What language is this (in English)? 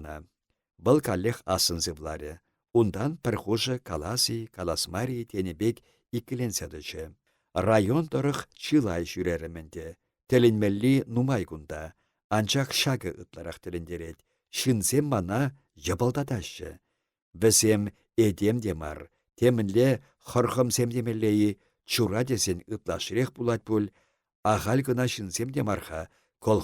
Chuvash